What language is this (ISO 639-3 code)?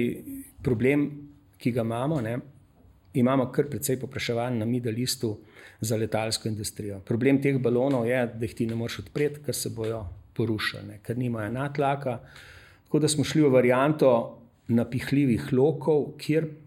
slv